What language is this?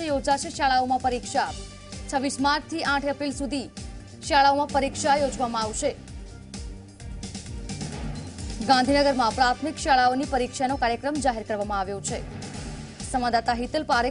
Gujarati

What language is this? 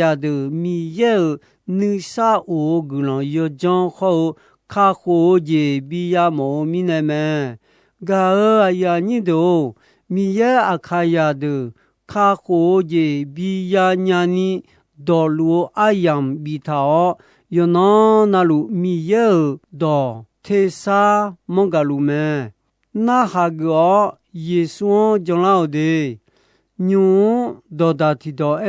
Akha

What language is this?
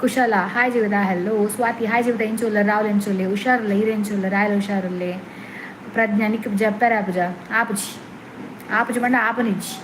Tulu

